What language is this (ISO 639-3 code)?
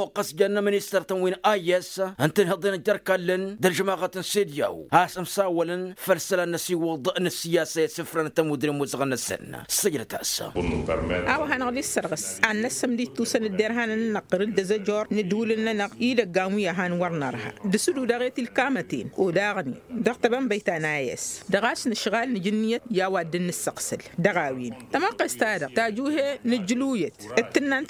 taq